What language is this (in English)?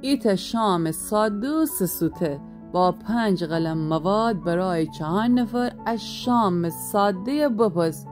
Gilaki